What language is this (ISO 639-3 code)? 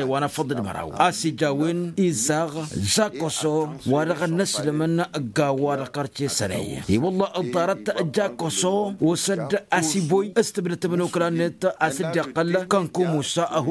taq